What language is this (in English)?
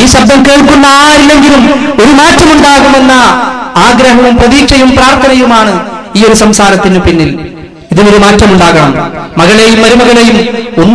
Malayalam